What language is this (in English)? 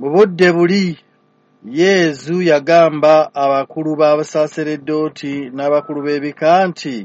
Ganda